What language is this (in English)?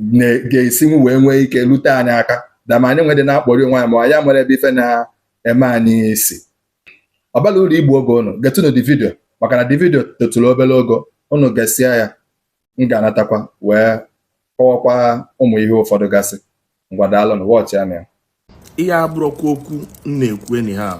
Igbo